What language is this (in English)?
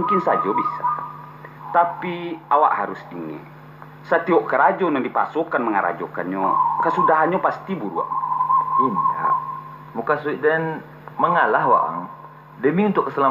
Minangkabau